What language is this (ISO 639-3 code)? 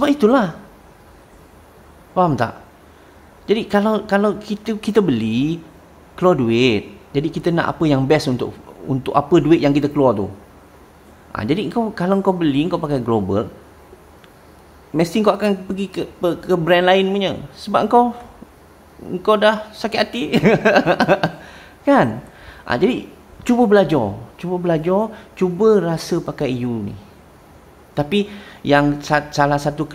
msa